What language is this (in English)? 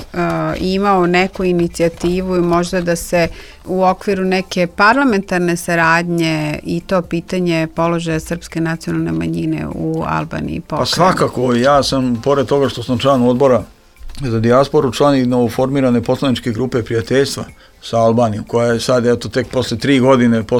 Serbian